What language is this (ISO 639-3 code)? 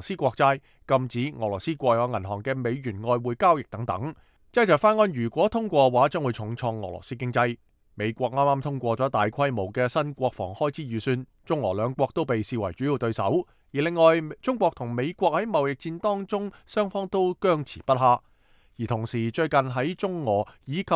yue